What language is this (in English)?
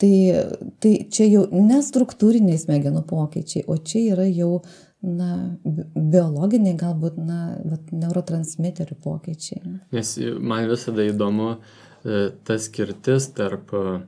Lithuanian